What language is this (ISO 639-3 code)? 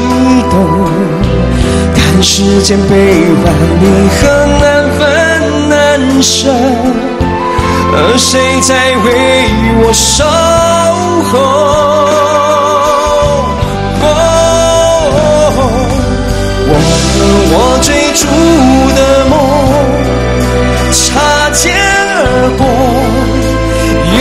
zho